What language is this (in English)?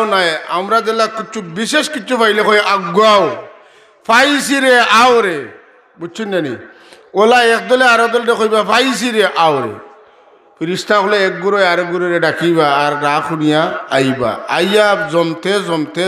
Sylheti